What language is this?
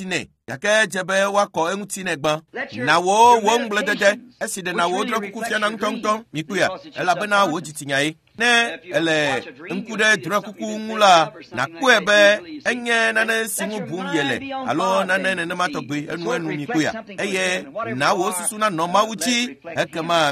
Ewe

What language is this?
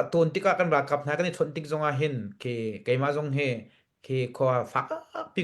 Hakha Chin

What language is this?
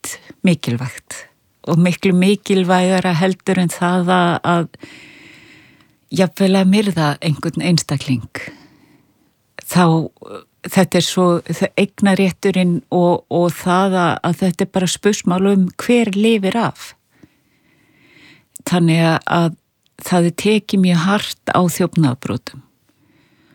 Icelandic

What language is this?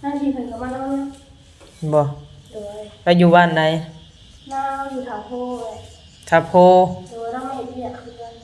Northeastern Thai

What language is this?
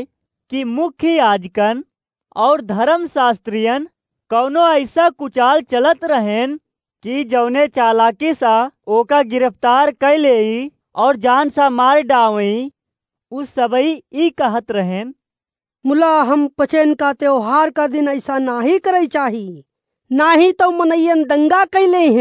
Awadhi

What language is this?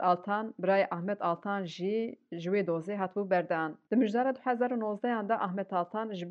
Kurdish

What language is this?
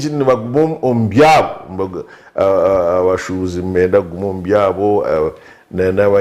Nyankole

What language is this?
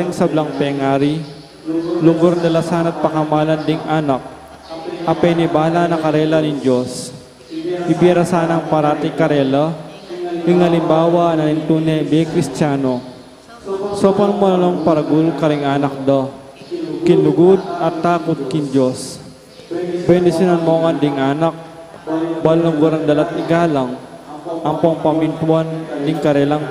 Pampanga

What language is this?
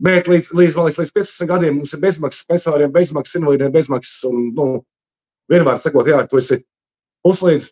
Latvian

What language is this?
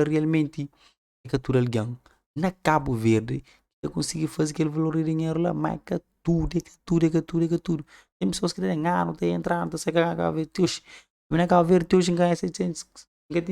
Kabuverdianu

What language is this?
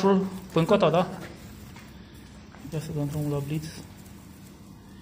Romanian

